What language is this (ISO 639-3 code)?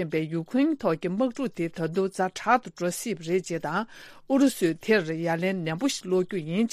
bod